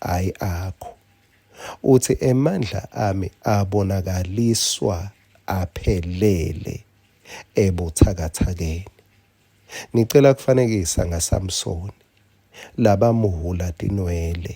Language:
Swati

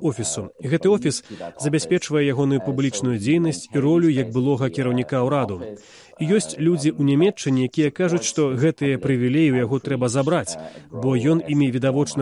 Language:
Belarusian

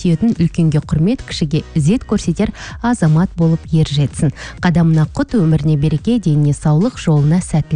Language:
Kazakh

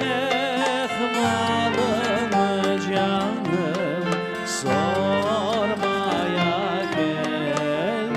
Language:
Crimean Tatar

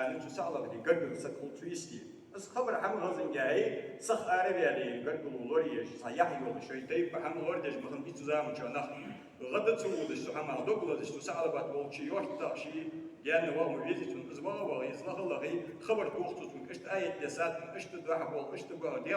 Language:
Ingush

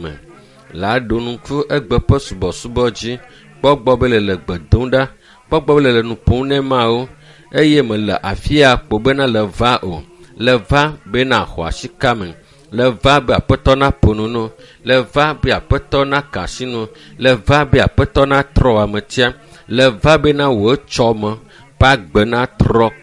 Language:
Ewe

